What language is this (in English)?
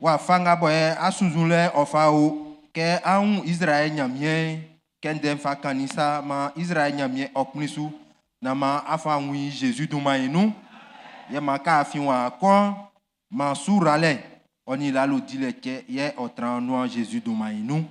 Baoulé